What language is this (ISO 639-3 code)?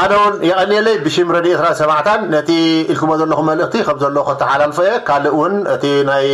tir